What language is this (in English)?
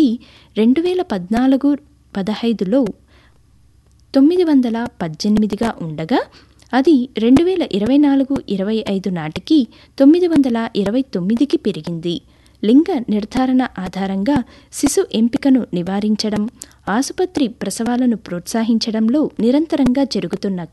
Telugu